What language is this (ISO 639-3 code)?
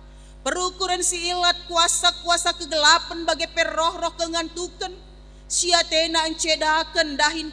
btx